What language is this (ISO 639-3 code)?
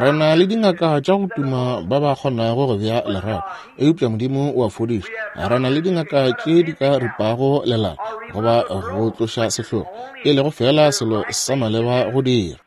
nso